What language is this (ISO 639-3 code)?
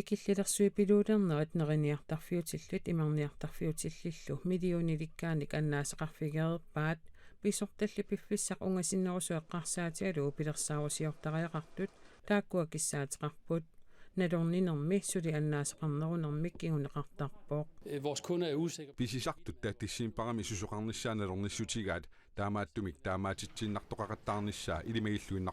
kal